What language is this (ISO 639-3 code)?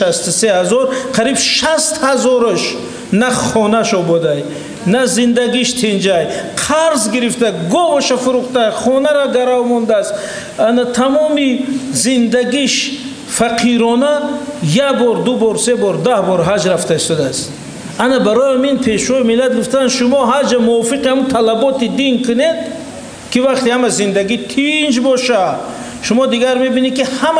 tgk